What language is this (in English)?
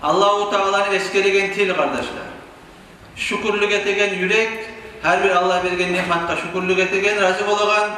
Kumyk